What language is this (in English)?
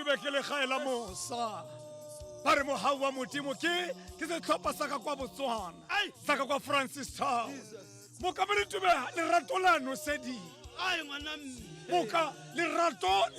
Tswana